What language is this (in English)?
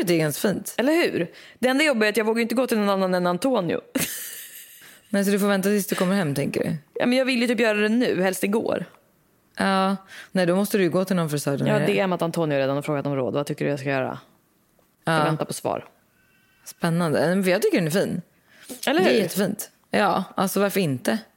Swedish